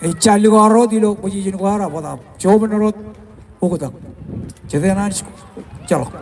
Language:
Marshallese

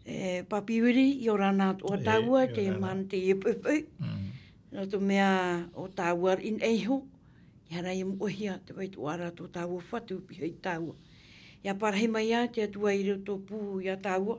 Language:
Tahitian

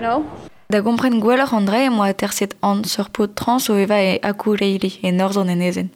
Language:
Breton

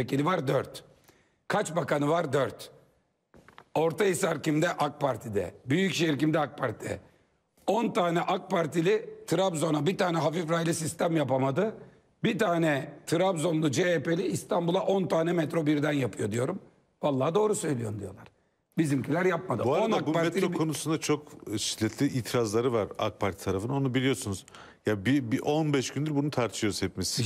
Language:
Turkish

